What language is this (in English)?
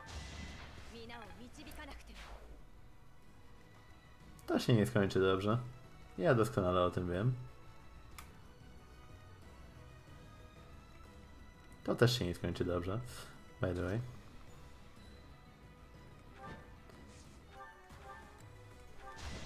Polish